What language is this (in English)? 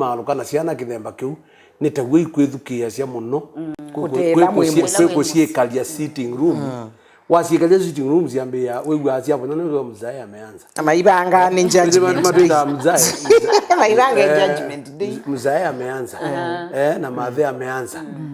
Kamba